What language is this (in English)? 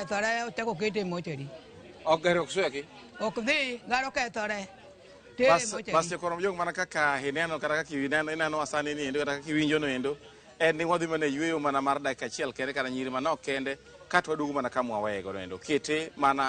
Luo (Kenya and Tanzania)